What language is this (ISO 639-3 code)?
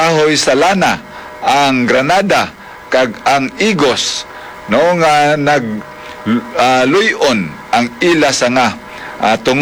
hil